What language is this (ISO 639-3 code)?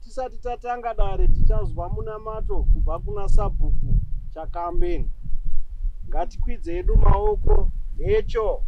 sna